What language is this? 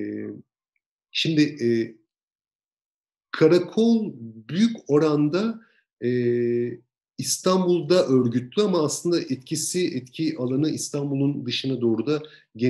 Turkish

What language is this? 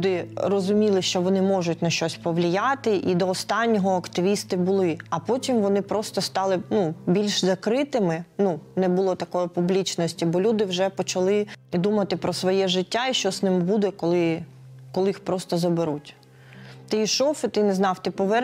Ukrainian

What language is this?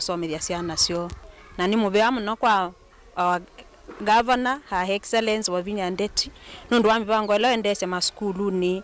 Kamba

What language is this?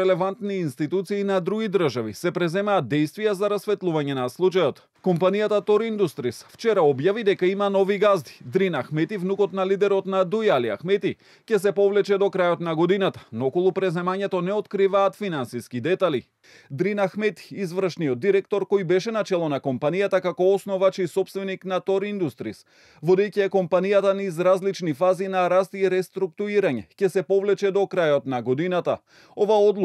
Macedonian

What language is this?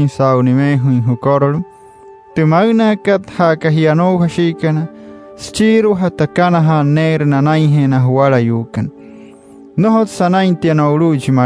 Wayuu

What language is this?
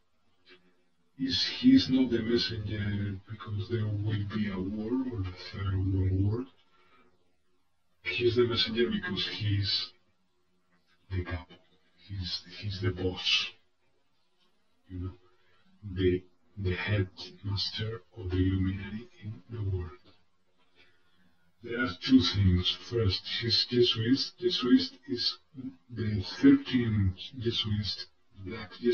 English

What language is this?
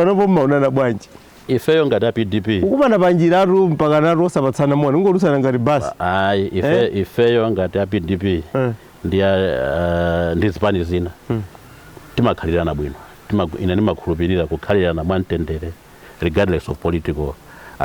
Nyanja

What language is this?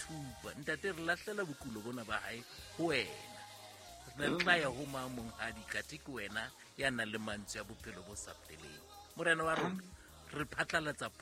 Southern Sotho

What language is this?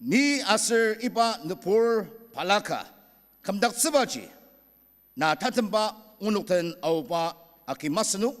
Ao Naga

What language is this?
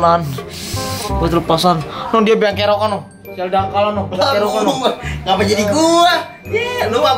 Betawi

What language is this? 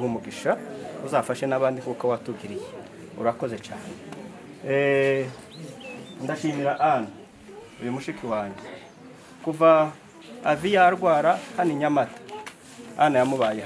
Kinyarwanda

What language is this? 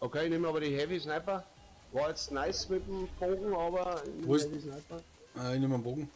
Bavarian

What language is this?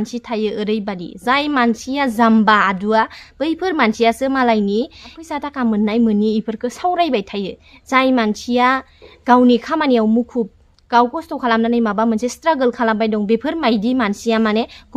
Bodo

